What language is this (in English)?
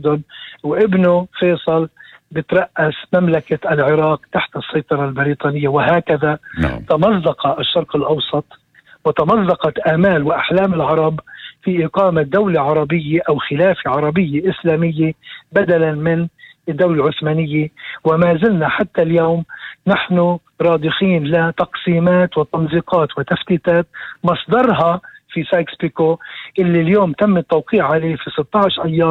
North Levantine Arabic